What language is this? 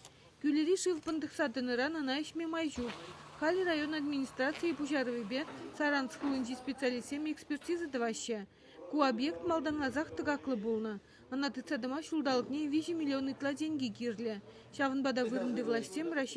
Chuvash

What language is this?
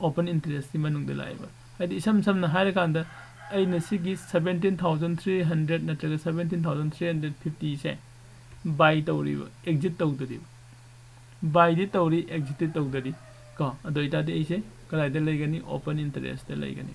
Manipuri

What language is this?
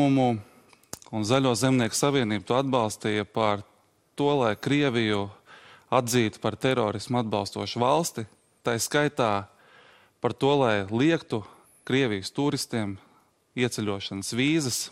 Latvian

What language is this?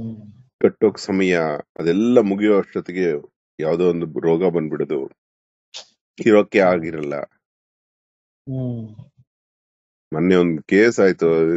Kannada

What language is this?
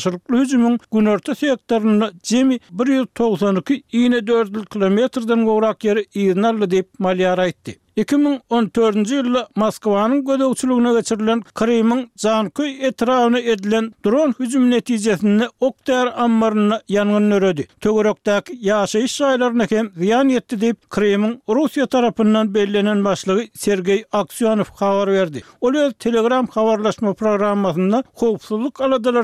Turkmen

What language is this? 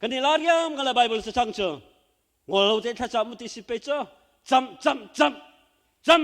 Hakha Chin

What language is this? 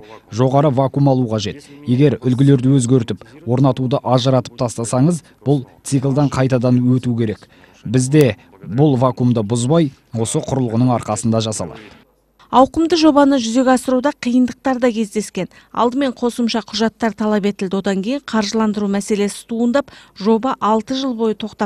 Kazakh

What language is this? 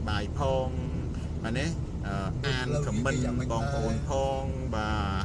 Khmer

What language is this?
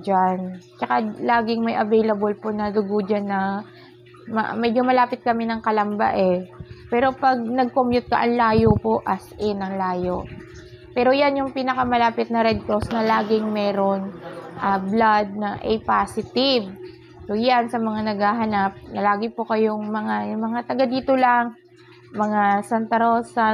Filipino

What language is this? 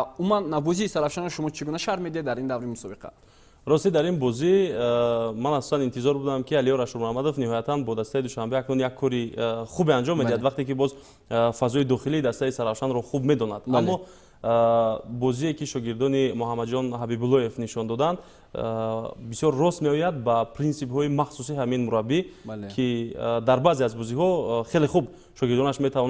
Tajik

